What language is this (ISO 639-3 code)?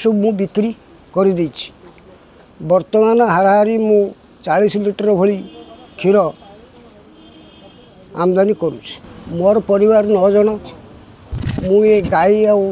ori